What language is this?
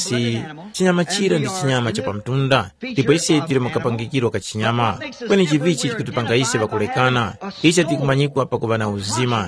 Tumbuka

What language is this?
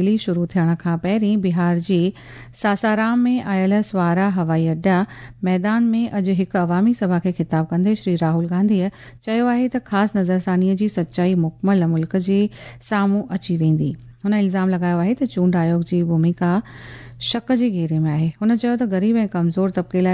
Sindhi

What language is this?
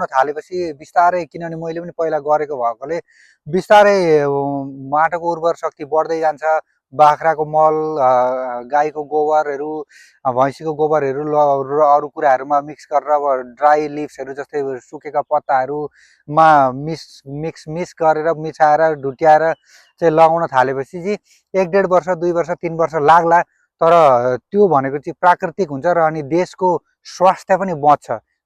Nepali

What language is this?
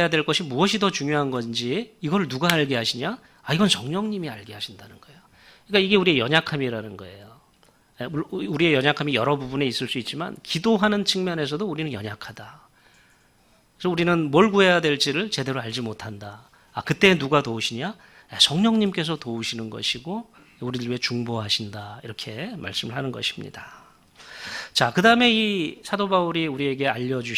Korean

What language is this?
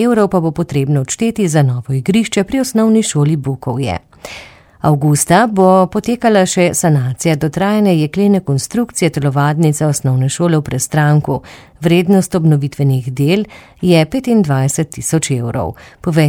Slovenian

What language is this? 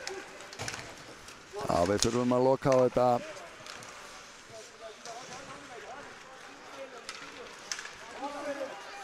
Icelandic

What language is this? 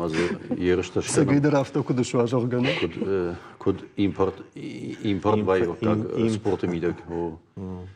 Ossetic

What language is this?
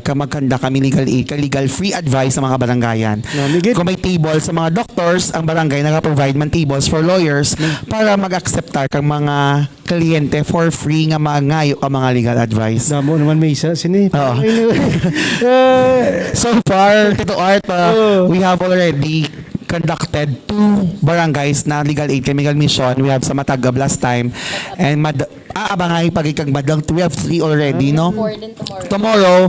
Hiligaynon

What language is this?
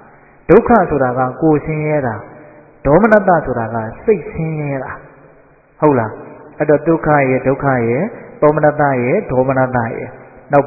Burmese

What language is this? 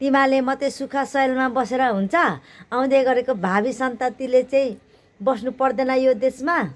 Nepali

